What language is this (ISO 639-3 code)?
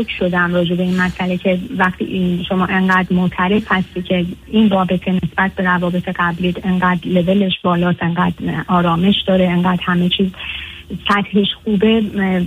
fas